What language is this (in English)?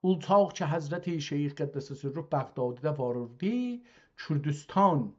South Azerbaijani